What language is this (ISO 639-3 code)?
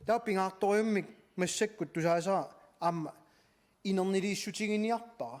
kal